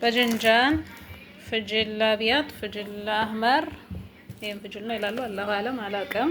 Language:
Amharic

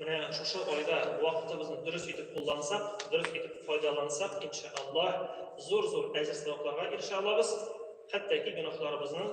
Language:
Tatar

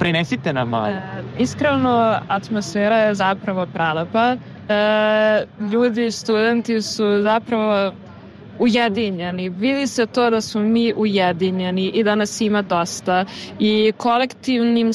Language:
Serbian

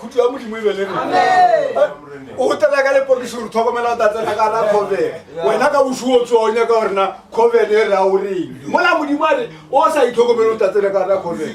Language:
Northern Sotho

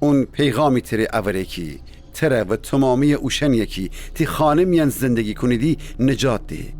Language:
Gilaki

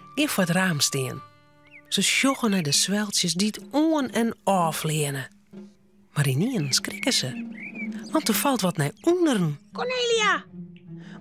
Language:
Western Frisian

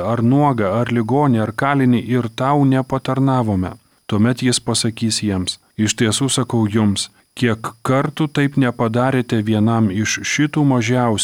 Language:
Lithuanian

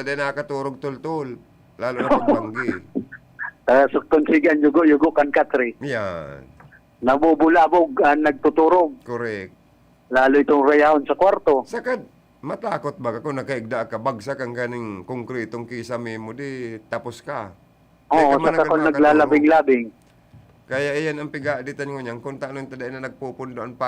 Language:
Bikol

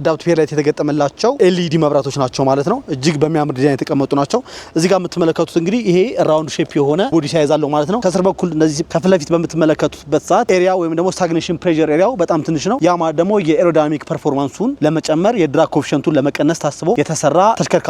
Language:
Amharic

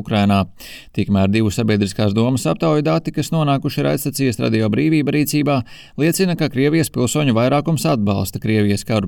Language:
Latvian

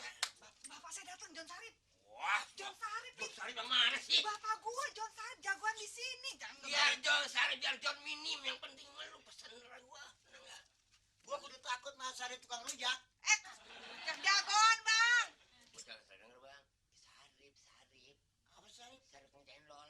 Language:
Betawi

